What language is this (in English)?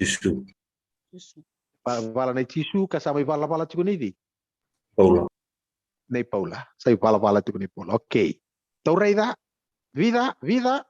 Fijian